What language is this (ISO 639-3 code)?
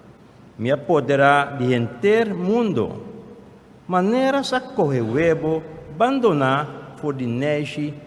pap